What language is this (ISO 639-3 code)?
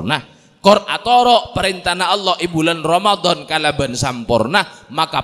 mad